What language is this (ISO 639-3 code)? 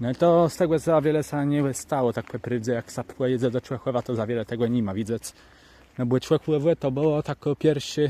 csb